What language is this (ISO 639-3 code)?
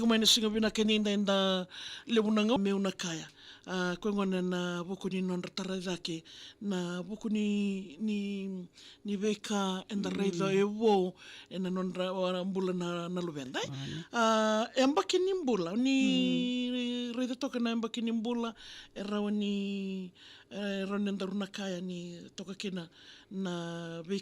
fij